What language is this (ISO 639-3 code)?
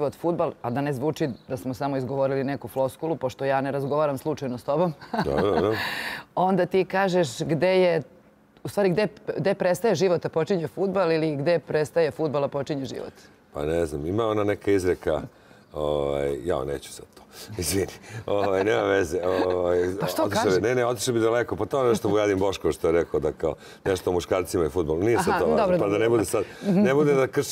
srp